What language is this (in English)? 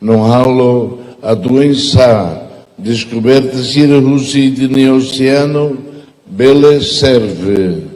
Tetum